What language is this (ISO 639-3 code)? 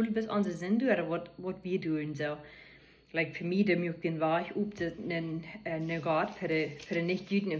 pdt